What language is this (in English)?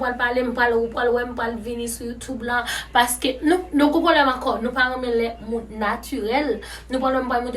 Haitian Creole